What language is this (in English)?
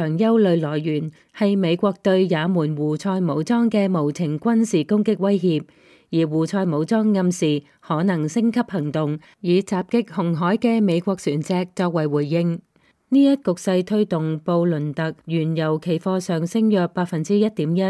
Cantonese